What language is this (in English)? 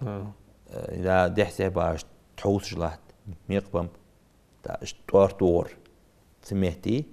Ingush